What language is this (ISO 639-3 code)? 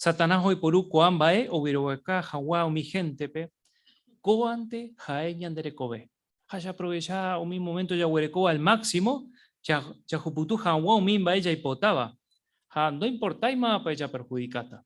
grn